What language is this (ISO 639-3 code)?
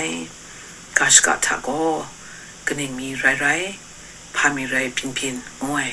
kac